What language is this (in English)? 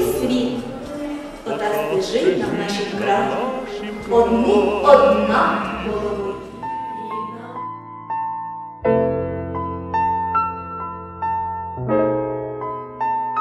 Ukrainian